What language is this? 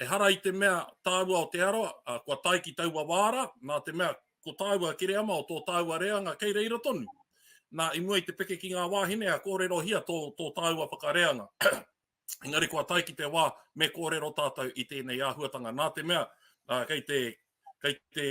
Māori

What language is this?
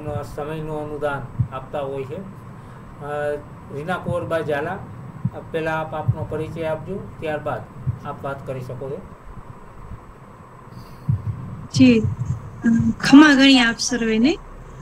Gujarati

